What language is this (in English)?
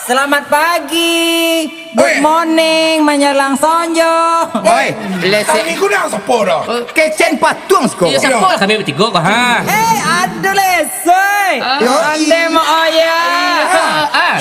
Minangkabau